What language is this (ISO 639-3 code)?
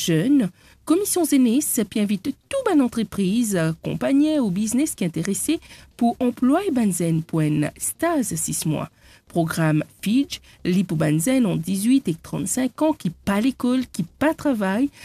mfe